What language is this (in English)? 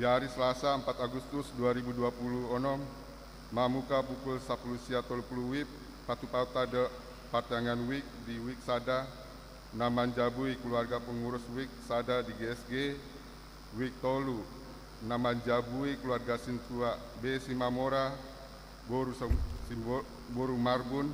Batak Toba